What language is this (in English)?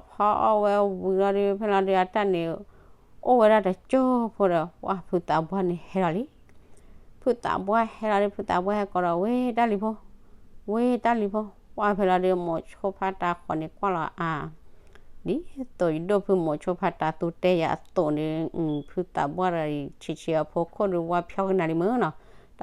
S'gaw Karen